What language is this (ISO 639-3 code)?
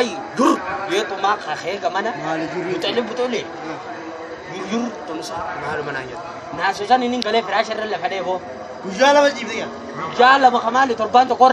orm